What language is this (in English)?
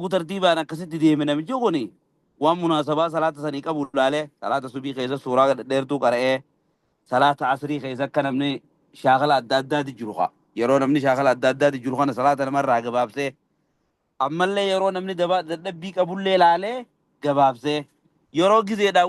Oromo